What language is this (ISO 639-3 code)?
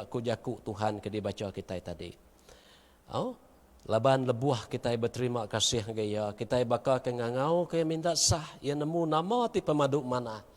iba